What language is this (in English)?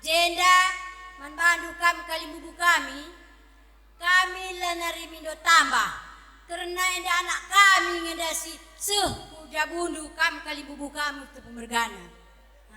Batak Karo